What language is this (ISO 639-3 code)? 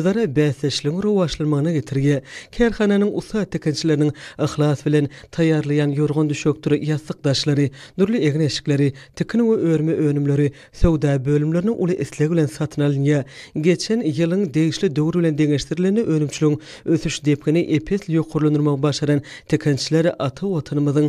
tuk